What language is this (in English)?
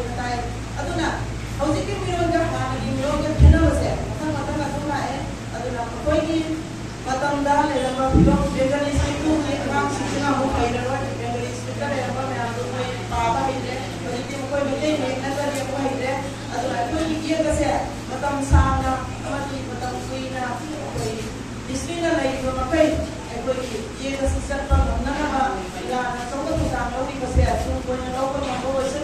Manipuri